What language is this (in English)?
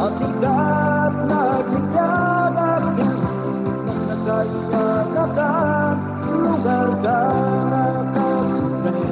Iloko